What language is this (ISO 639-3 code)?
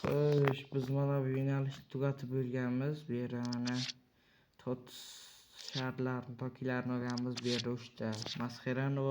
uzb